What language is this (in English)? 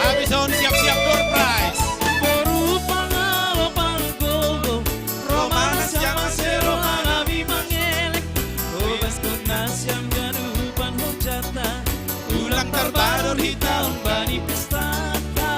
Batak Simalungun